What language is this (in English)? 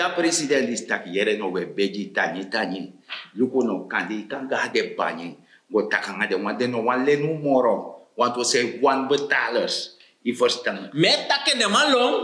Sranan Tongo